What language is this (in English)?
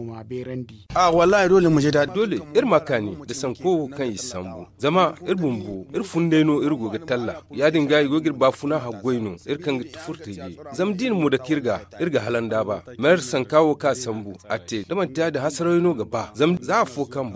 Zarma